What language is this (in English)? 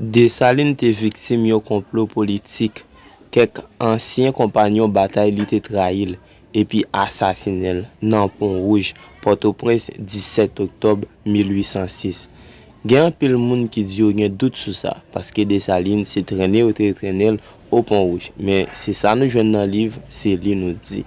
Haitian Creole